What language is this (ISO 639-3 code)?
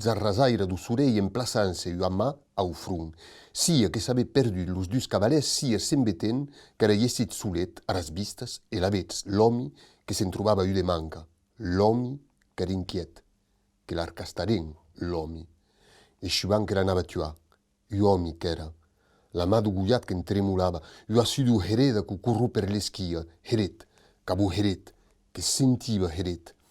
oci